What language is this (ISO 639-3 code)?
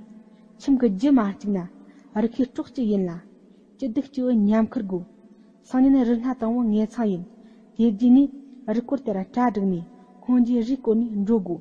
bod